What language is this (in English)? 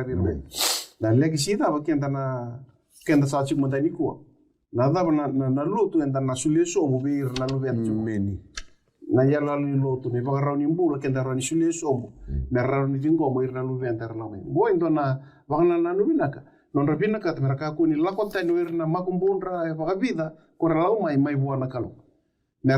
Fijian